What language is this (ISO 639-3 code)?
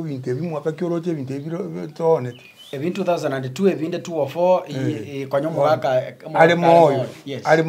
guz